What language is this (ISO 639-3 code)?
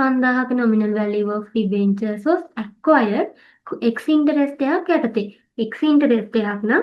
sin